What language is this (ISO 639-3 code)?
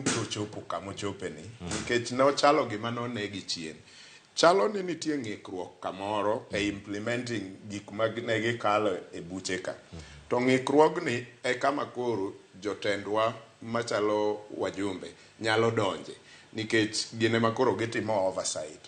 luo